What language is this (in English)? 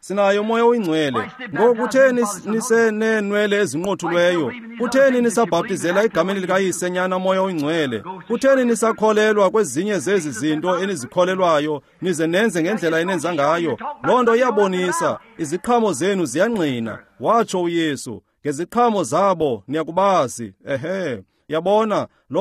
Xhosa